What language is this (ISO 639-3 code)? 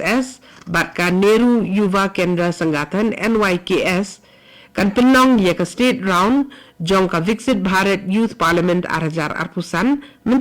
kha